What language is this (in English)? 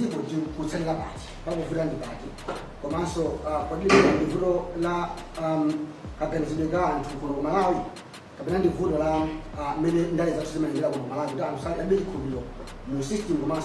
Nyanja